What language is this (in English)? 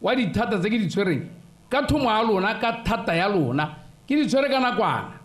Tswana